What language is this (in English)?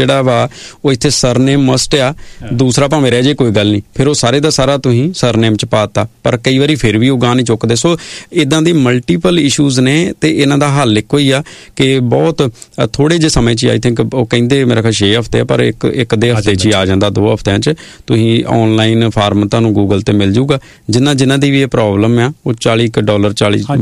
Punjabi